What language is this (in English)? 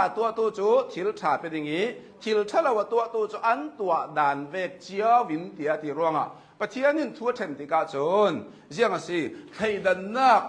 Hakha Chin